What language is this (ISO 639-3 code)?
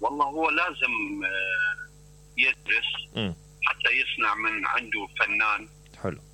acm